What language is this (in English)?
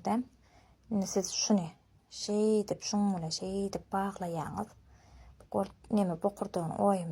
Turkmen